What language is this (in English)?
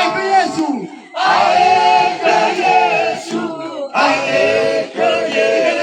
Nias